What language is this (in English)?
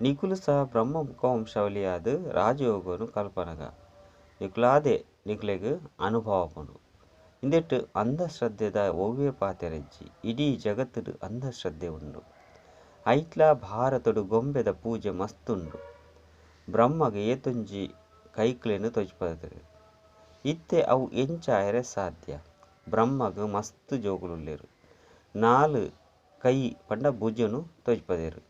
Tulu